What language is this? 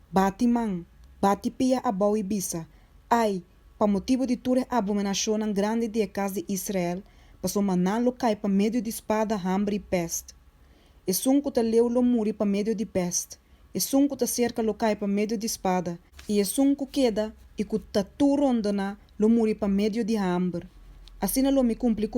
Papiamento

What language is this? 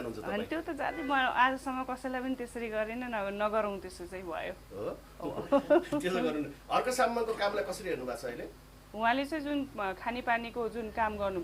Nepali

